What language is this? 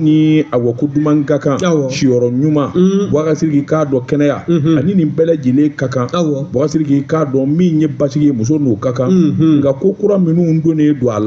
Bambara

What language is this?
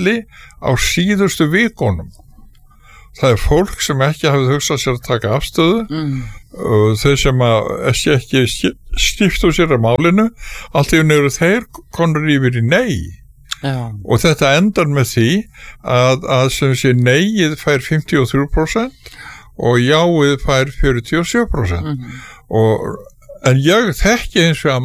Icelandic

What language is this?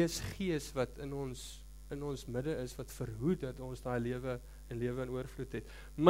Afrikaans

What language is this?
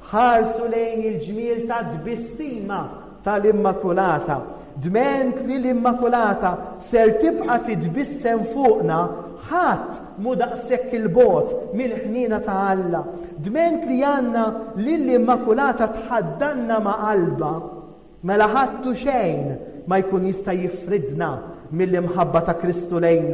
Maltese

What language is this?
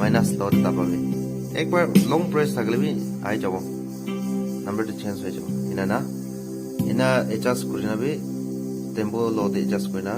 Naga Pidgin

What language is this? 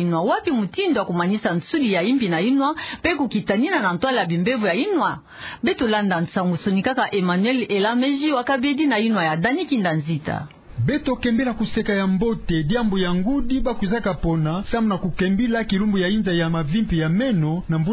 Kituba (Democratic Republic of Congo)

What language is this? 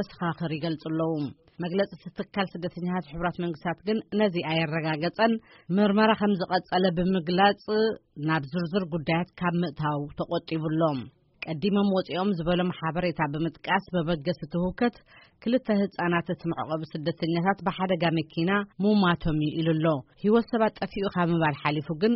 Tigrinya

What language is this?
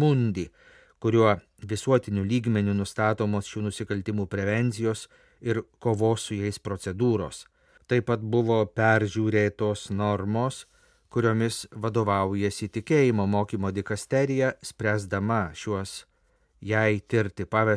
Lithuanian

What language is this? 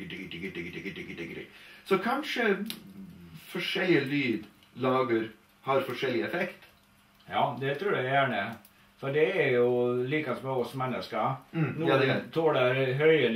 Norwegian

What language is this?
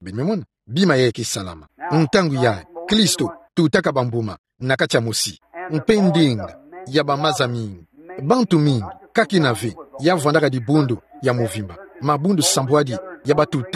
Kituba (Democratic Republic of Congo)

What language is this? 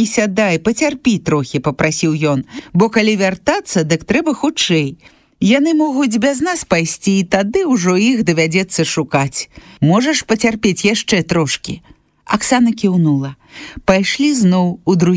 Belarusian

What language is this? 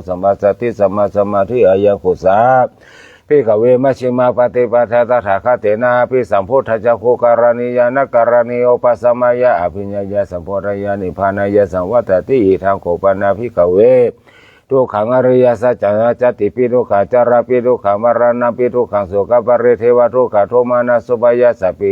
Pali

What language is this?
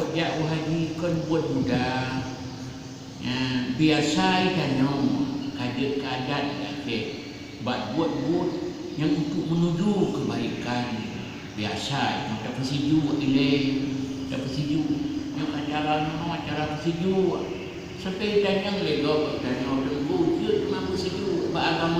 Achinese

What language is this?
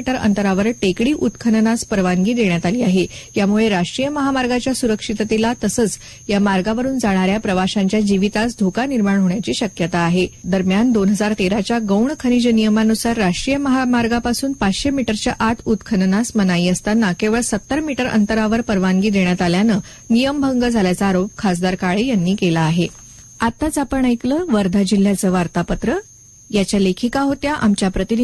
Marathi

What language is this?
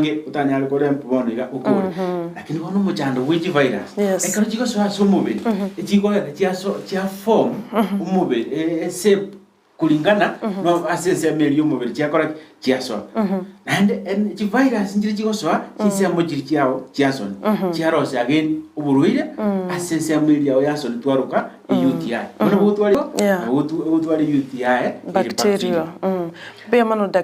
Gusii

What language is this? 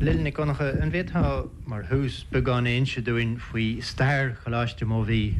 Irish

